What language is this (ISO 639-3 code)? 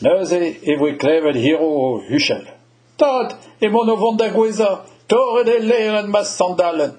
bre